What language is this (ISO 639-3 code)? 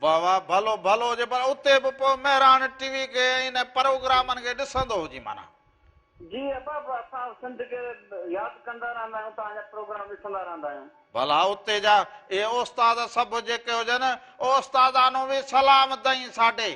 snd